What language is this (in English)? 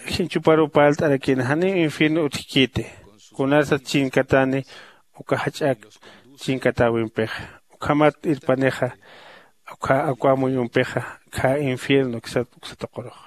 Aymara